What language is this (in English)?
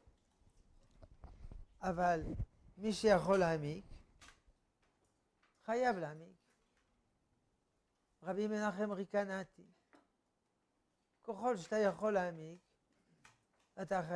Hebrew